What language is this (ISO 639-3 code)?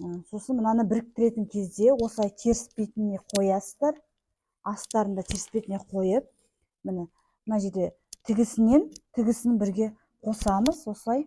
kaz